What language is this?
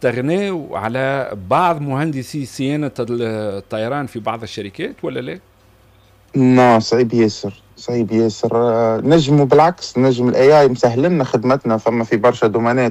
Tunisian Arabic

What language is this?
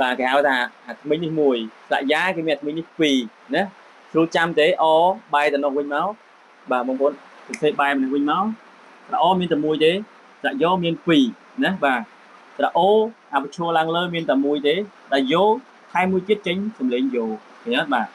Khmer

